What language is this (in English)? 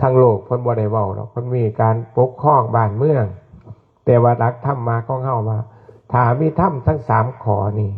Northeastern Thai